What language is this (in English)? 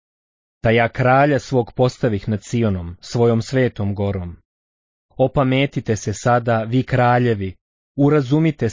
Bosnian